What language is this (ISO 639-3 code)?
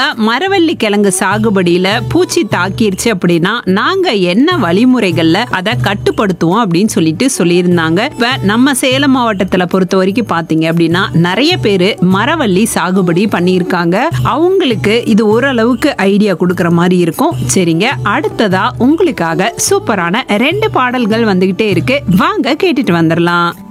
tam